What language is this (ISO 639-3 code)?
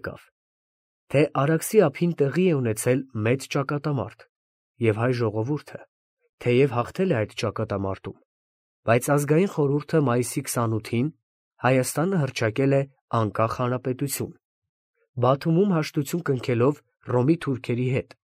hye